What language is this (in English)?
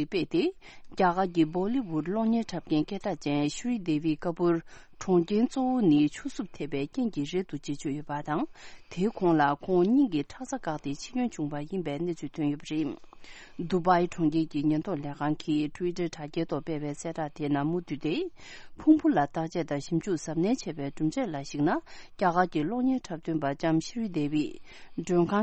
Tibetan